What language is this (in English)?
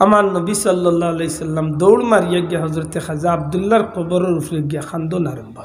Sylheti